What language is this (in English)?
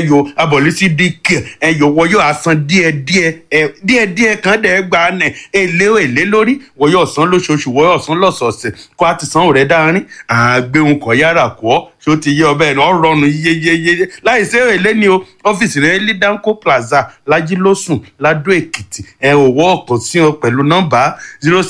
Yoruba